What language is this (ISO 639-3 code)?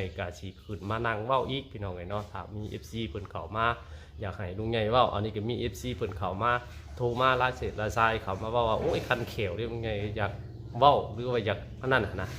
tts